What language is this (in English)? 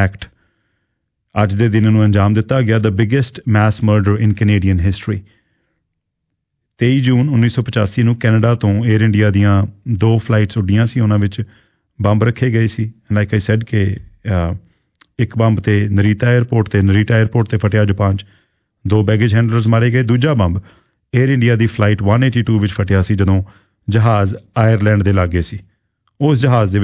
Punjabi